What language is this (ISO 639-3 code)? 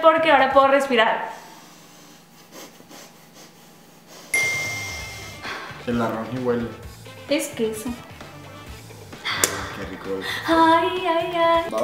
spa